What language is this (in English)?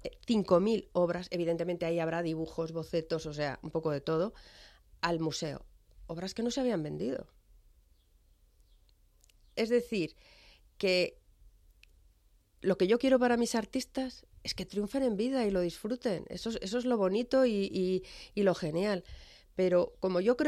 Spanish